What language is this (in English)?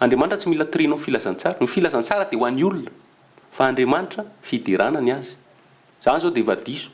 Malagasy